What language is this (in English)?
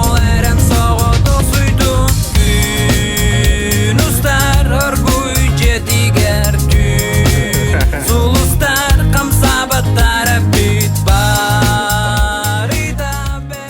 Yakut